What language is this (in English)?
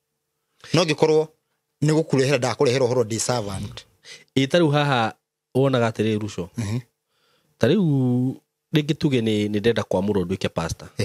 Kikuyu